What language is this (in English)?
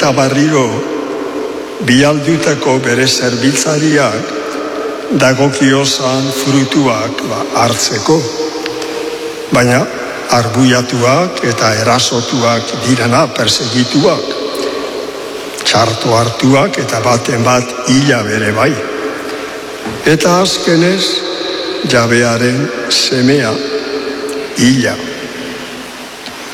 Basque